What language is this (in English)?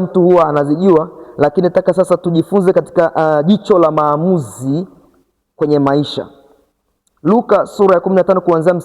Swahili